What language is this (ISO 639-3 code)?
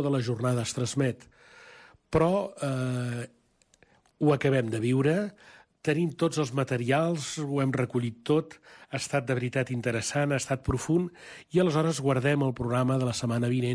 cat